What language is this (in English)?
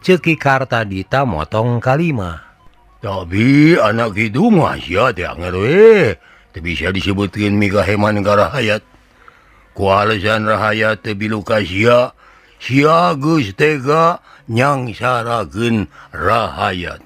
Sundanese